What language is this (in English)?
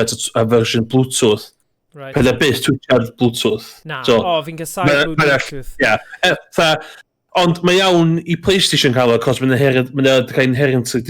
Welsh